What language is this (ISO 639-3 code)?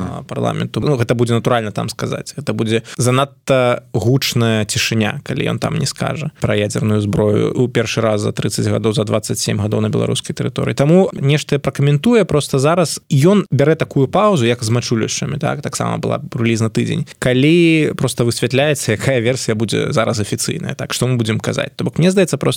bel